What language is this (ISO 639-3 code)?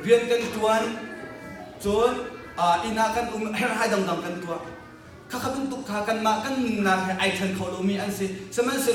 cnh